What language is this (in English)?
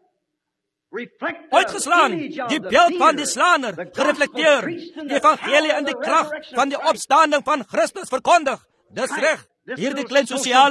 Afrikaans